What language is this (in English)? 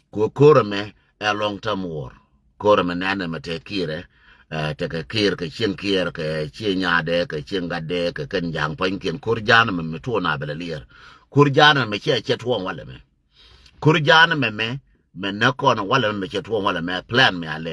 Nuer